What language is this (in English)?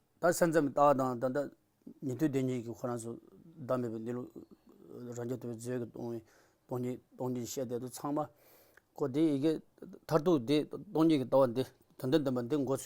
Tibetan